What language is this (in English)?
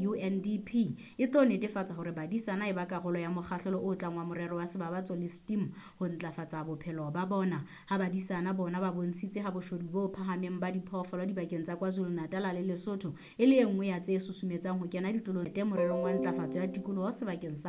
Southern Sotho